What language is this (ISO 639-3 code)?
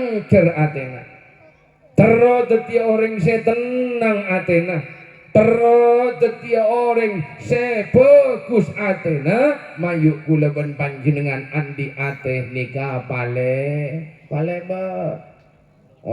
mad